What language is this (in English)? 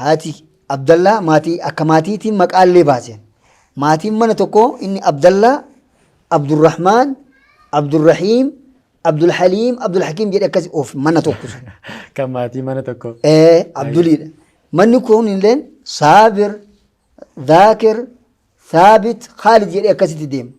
Oromo